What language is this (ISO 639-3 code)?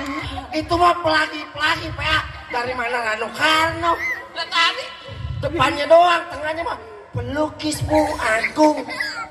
bew